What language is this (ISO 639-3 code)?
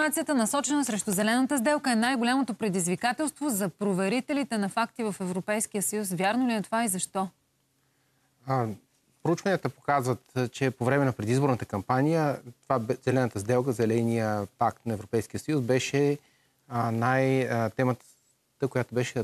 bul